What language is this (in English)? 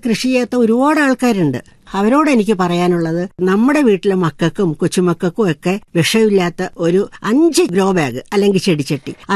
Malayalam